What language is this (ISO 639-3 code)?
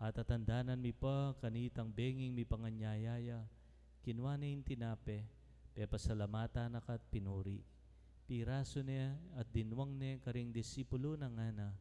pam